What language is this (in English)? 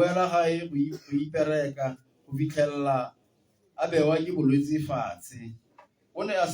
Tswana